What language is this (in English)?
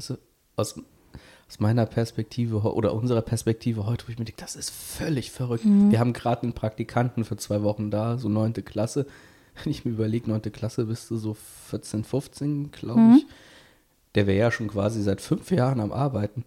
German